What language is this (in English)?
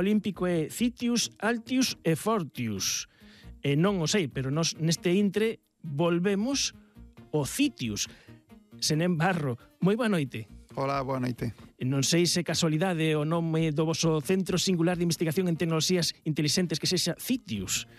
Galician